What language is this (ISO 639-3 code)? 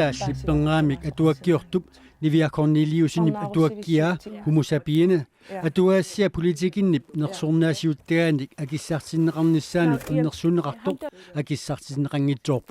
kal